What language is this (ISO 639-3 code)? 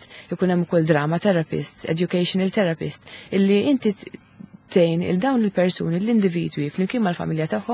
mlt